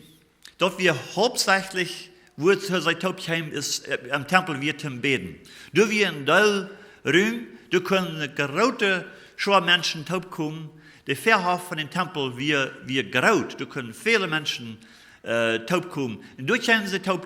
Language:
Plautdietsch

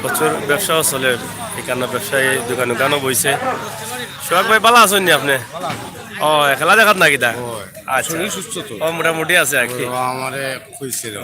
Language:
Sylheti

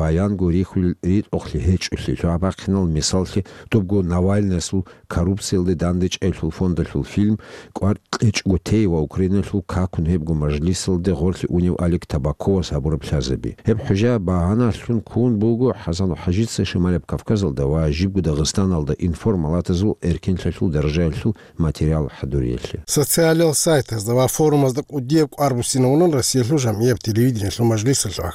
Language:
Avaric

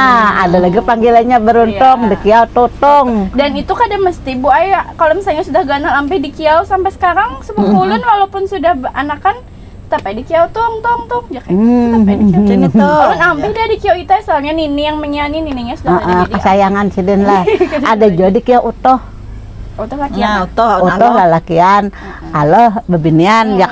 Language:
Banjar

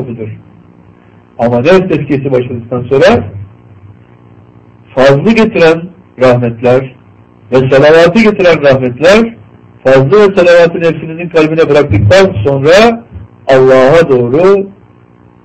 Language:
Turkish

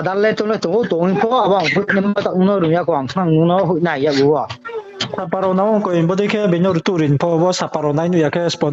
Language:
Riang (India)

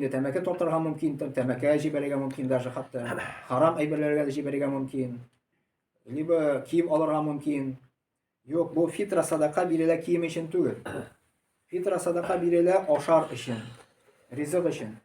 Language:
Tatar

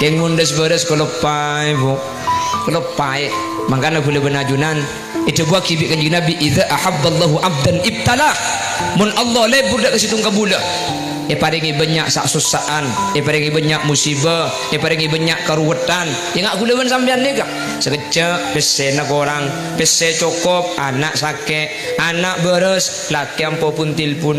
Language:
Madurese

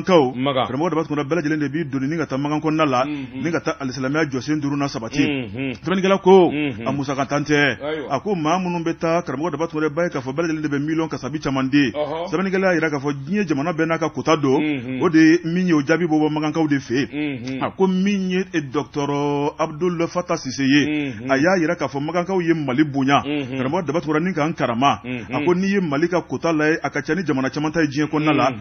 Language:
Bambara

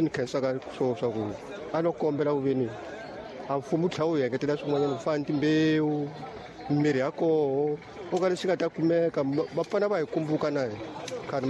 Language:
Tsonga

